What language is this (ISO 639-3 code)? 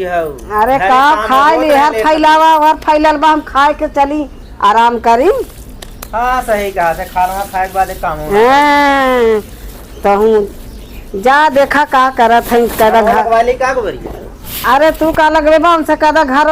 awa